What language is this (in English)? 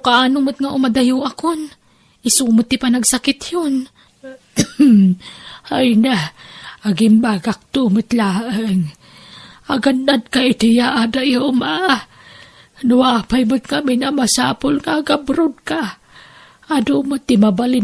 Iloko